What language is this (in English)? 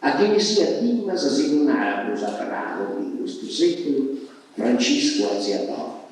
Sardinian